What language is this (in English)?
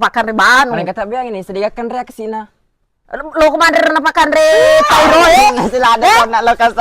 Buginese